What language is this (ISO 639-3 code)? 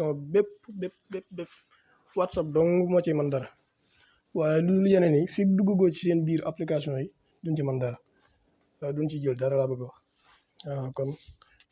wol